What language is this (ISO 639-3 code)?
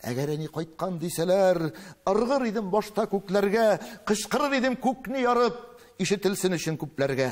tat